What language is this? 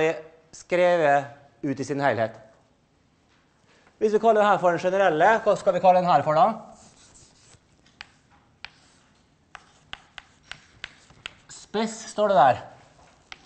Norwegian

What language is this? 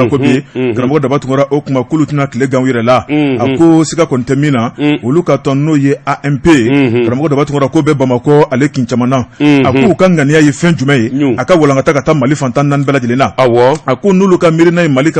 Bambara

